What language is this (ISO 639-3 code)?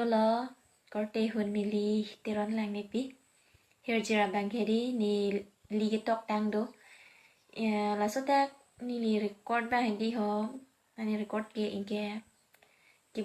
mjw